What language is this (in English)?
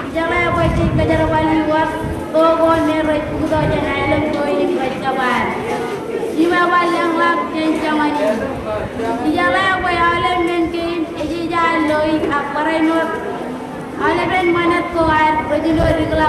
Marshallese